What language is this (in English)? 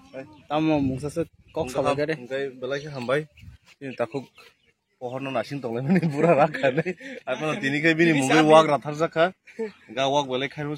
Kok Borok